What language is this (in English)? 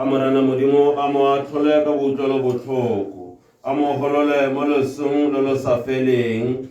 Tswana